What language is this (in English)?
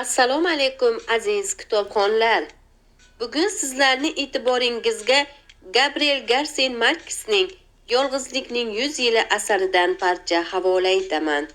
Uzbek